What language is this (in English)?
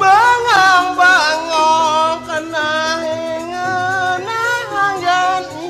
Balinese